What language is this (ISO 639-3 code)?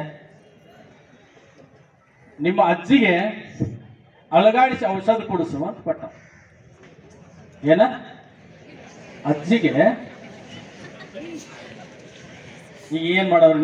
kan